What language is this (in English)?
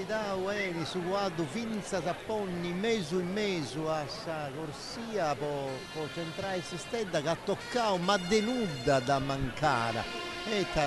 Sardinian